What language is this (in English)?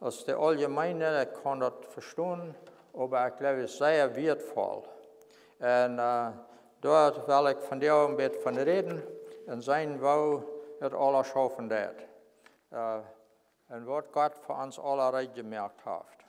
Plautdietsch